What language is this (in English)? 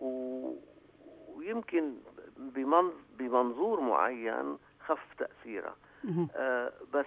North Levantine Arabic